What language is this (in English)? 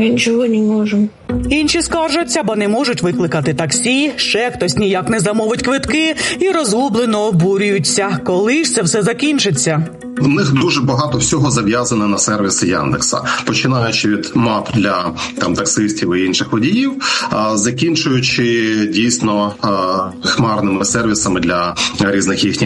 Ukrainian